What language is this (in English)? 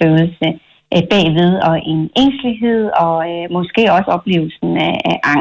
Danish